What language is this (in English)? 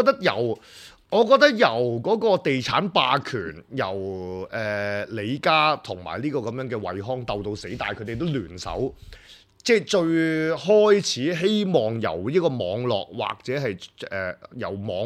Cantonese